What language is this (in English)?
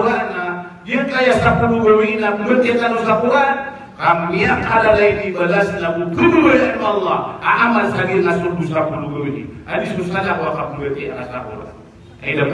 Maranao